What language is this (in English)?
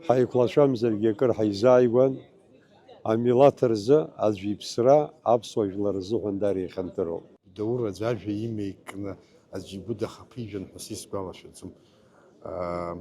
Abkhazian